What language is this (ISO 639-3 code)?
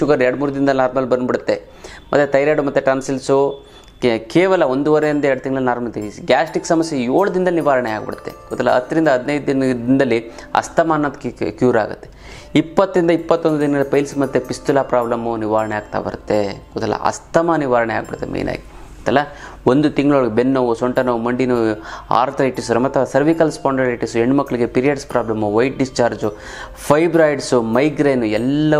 kan